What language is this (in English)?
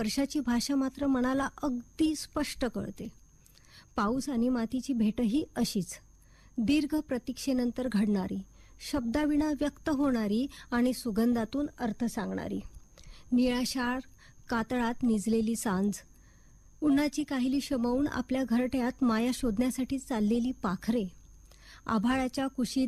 Marathi